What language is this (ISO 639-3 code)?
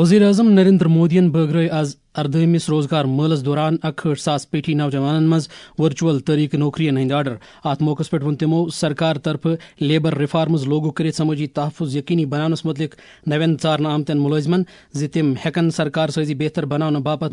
kas